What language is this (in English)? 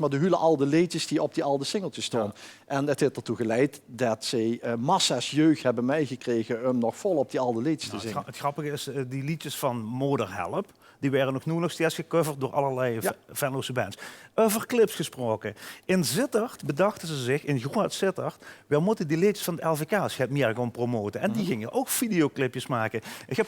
Limburgish